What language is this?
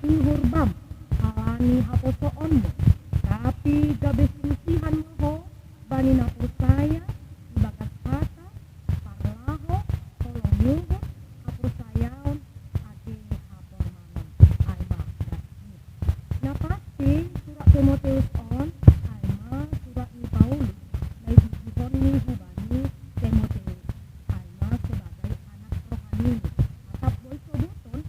Batak Simalungun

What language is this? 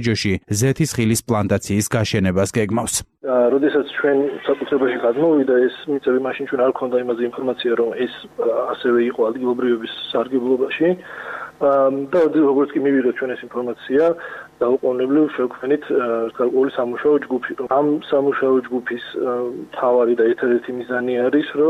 Georgian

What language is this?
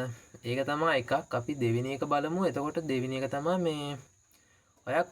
Sinhala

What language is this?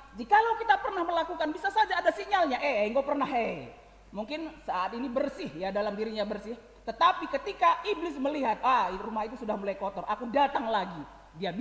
Batak Karo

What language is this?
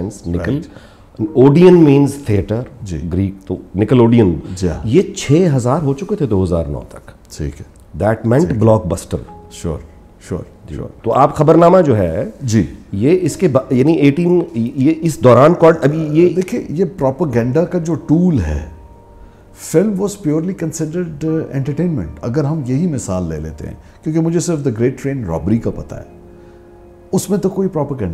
Urdu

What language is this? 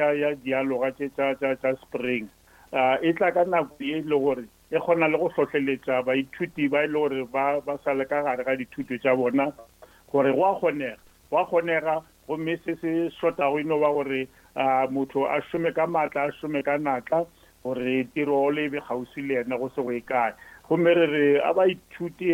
Northern Sotho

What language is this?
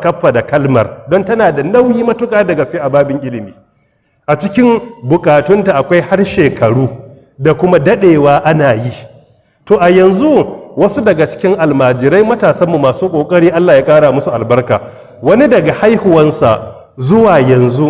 Hausa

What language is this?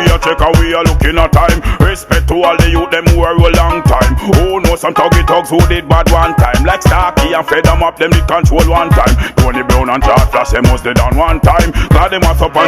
Jamaican Creole English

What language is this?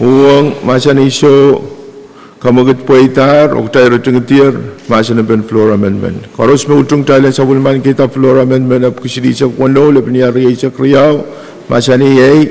Pohnpeian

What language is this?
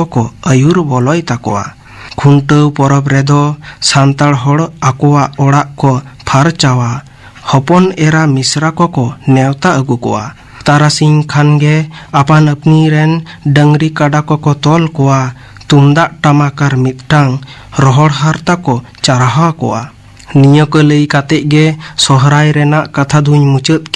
Santali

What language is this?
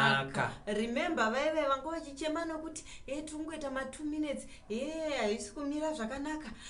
Shona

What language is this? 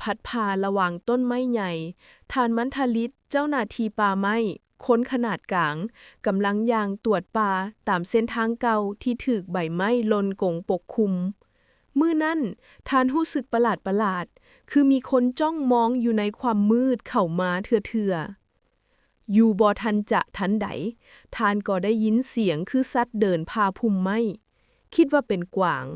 Lao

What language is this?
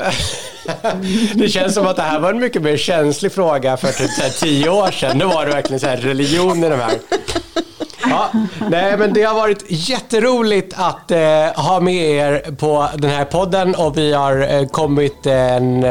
Swedish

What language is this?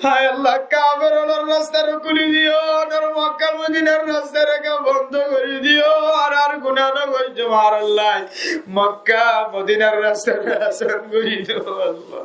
Rohingya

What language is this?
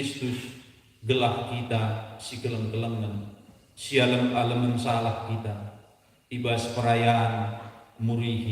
Batak Karo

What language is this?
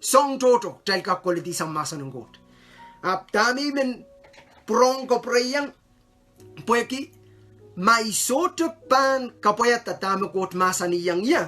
Pohnpeian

